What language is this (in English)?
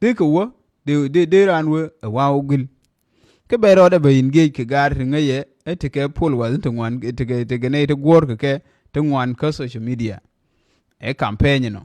Nuer